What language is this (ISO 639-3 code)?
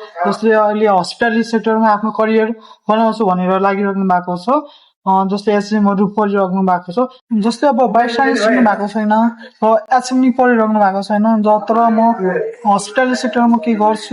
nep